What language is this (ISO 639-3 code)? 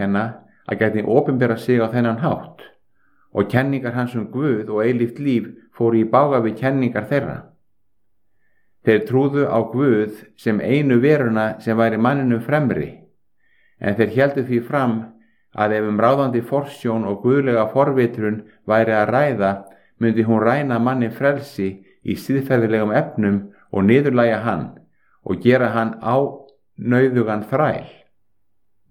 isl